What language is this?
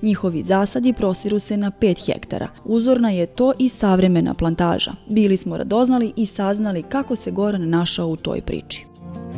Serbian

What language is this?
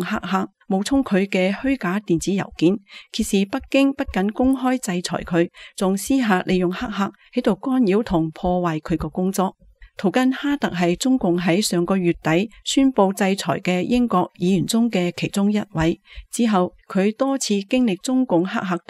Cantonese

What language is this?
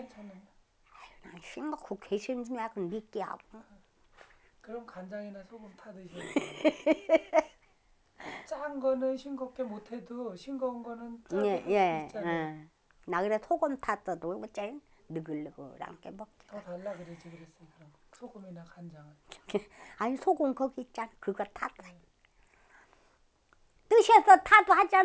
Korean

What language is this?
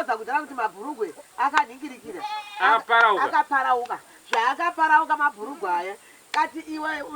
Shona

